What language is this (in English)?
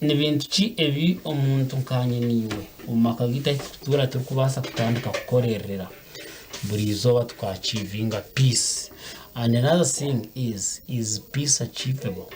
Nyankole